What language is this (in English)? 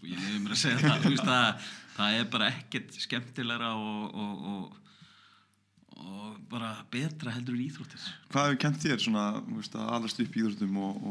Icelandic